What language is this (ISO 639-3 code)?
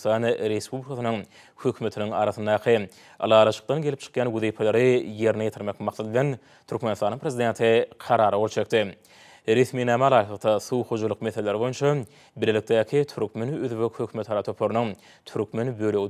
tuk